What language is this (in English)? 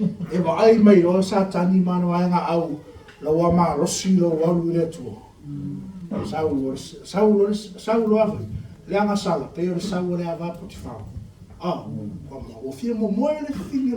Samoan